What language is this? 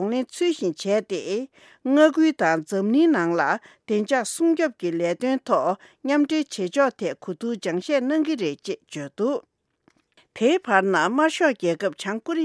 Tibetan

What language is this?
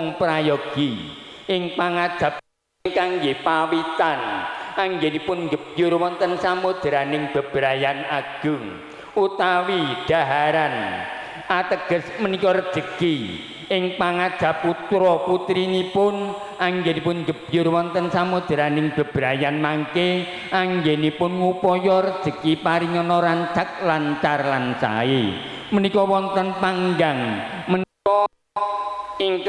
Javanese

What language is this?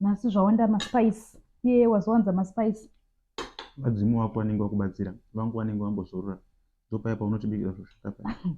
Shona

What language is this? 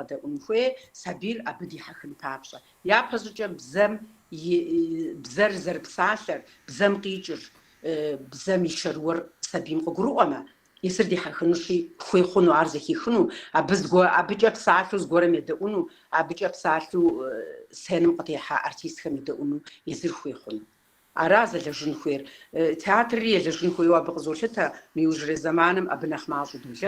Kabardian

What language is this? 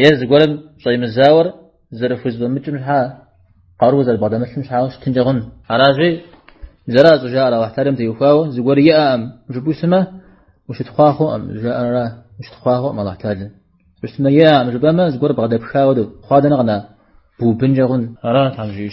Kabardian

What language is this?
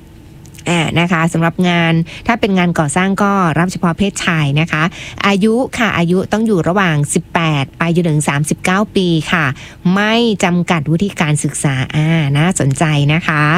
Thai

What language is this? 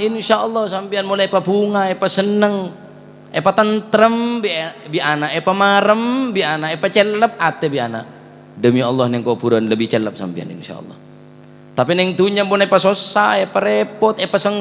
Madurese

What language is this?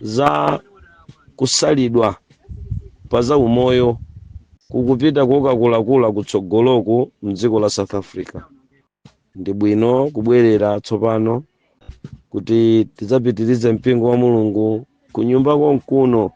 Nyanja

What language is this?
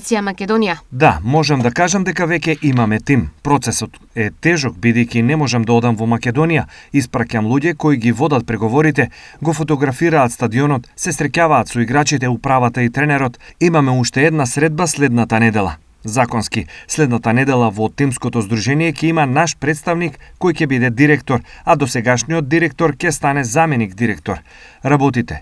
Macedonian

